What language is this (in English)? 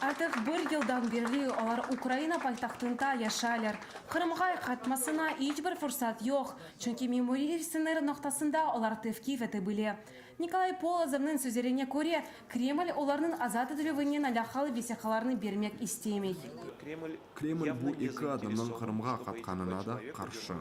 Crimean Tatar